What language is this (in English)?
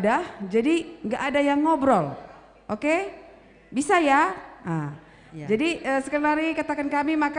Batak Karo